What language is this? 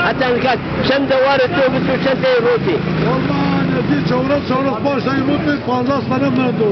Zaza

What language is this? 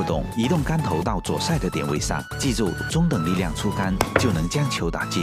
Chinese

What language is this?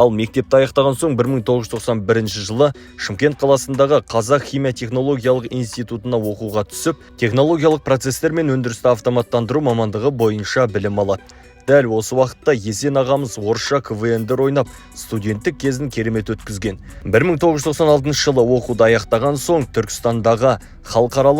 Kazakh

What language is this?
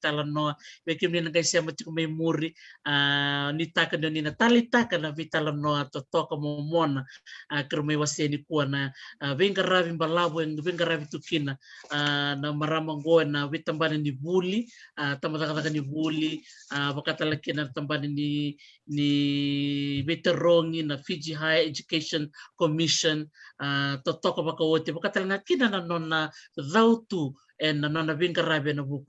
Fijian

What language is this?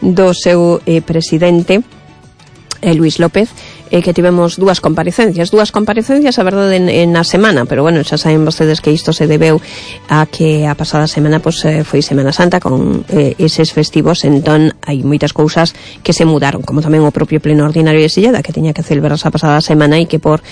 Galician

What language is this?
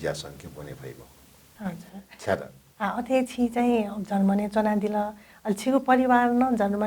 Newari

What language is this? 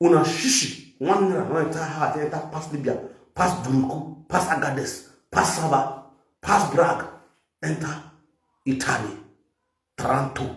Nigerian Pidgin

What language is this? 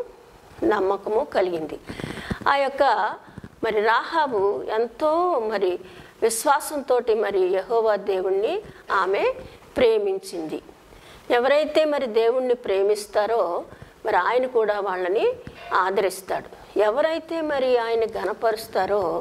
Telugu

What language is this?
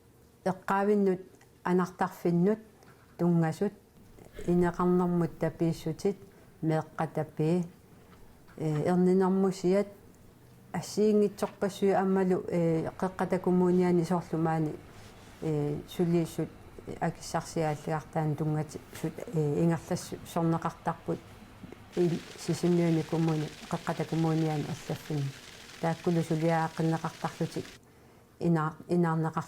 Kalaallisut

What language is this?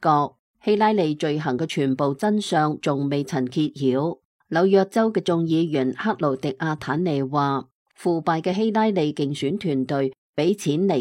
Cantonese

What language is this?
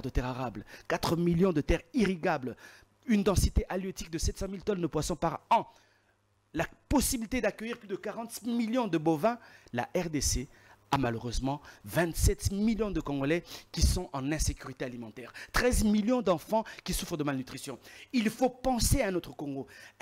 French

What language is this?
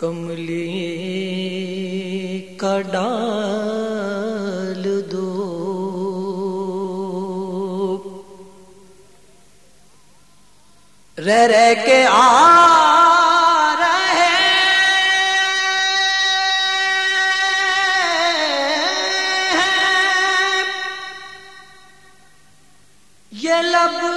Urdu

